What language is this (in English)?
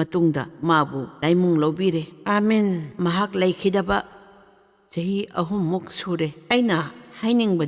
Manipuri